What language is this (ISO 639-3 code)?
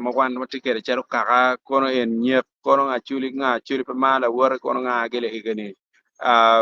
ach